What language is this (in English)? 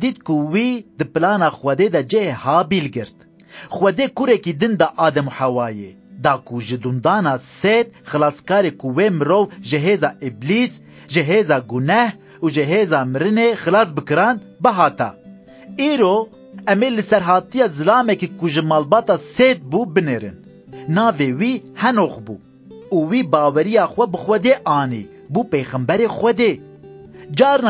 Kurdish